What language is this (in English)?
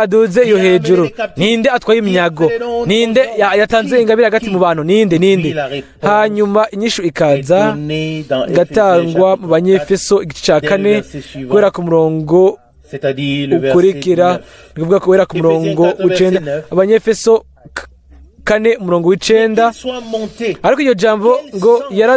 Rundi